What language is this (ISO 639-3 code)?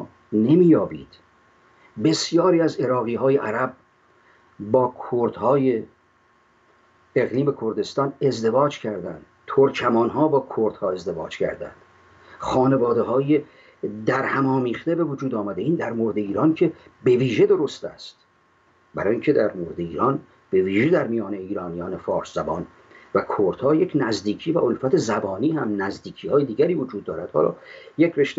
fas